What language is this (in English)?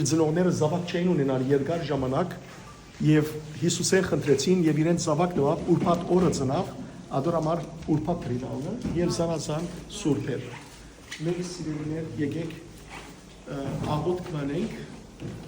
Western Armenian